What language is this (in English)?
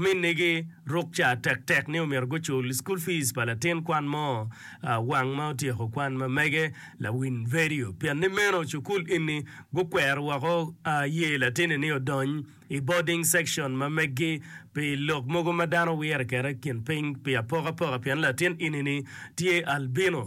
Acoli